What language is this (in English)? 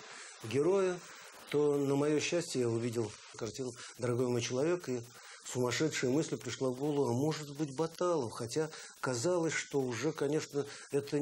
Russian